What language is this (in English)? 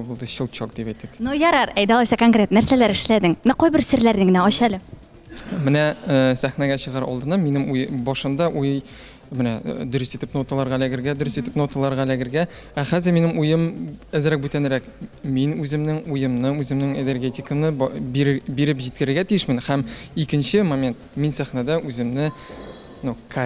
Tatar